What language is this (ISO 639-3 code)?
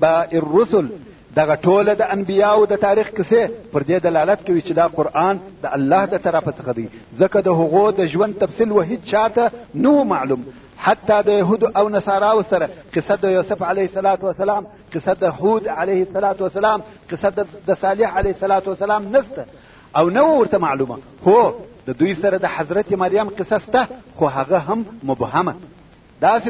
pus